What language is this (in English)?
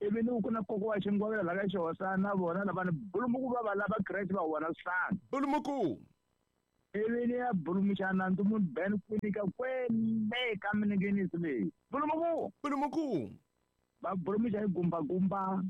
Tsonga